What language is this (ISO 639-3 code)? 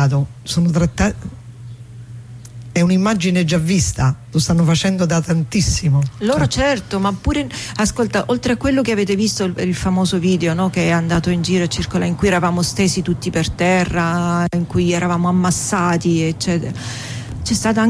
ita